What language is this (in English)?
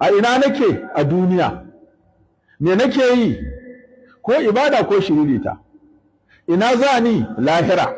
Hausa